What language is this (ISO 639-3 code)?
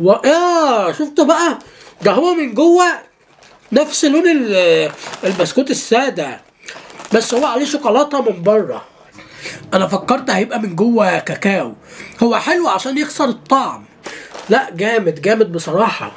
arz